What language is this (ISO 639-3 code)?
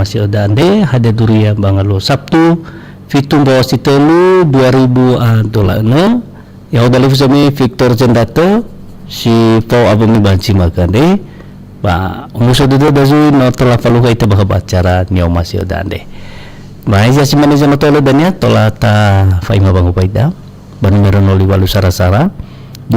nia